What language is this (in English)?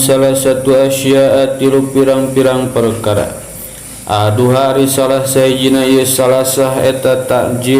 Sundanese